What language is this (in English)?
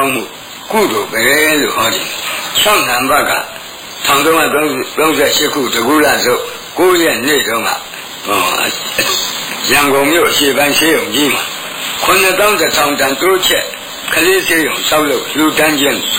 Burmese